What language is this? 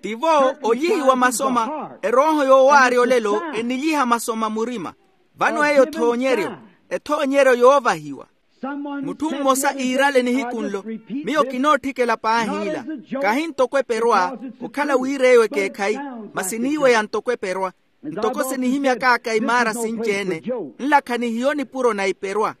Makhuwa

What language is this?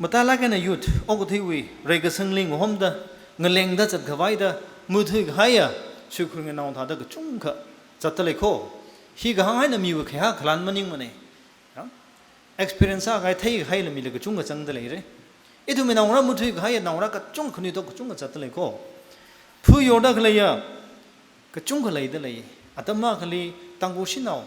Tangkhul Naga (India)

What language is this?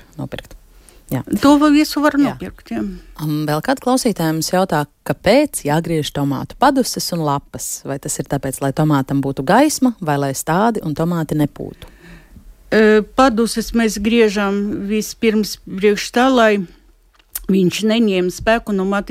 Latvian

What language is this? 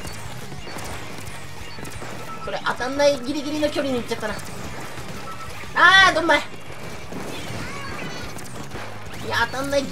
Japanese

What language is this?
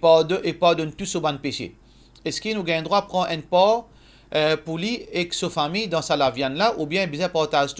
Morisyen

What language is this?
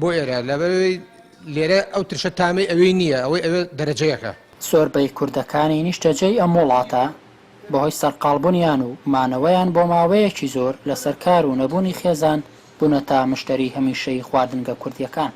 Central Kurdish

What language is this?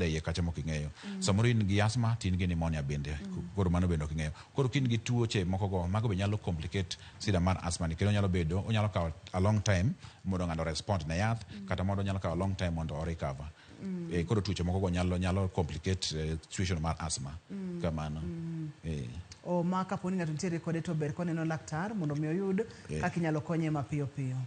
Luo (Kenya and Tanzania)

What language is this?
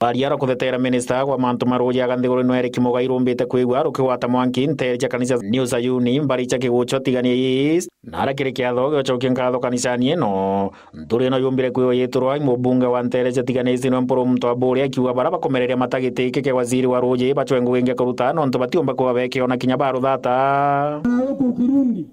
Meru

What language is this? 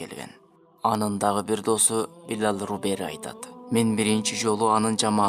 Kyrgyz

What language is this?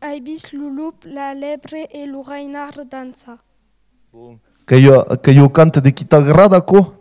Occitan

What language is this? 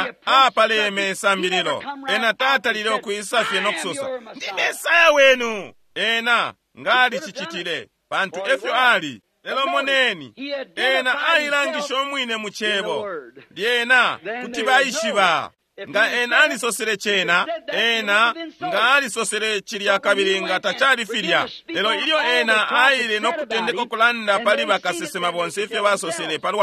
Bemba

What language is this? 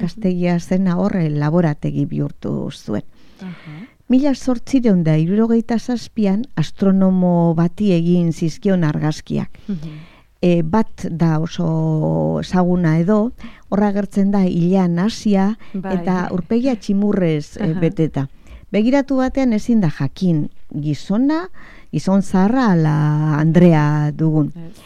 Basque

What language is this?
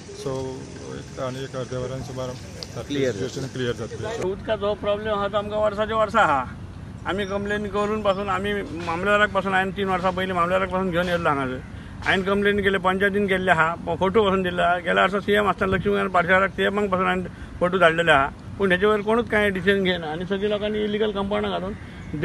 Konkani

